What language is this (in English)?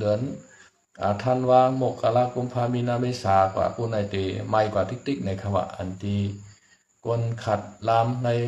Shan